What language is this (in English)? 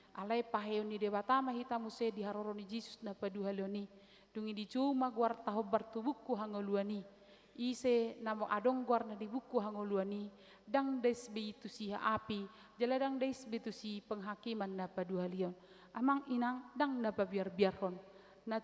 Batak Toba